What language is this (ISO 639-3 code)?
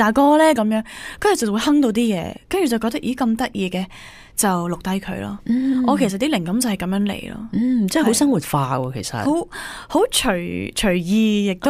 yue